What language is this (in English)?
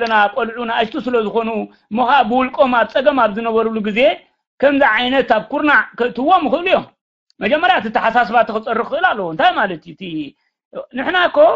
Tigrinya